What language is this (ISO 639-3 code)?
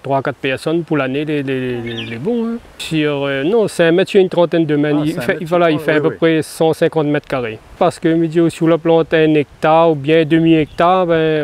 rcf